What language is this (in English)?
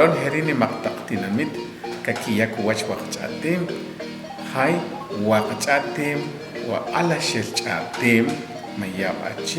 Achi